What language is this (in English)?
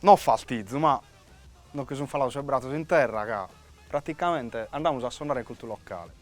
Sardinian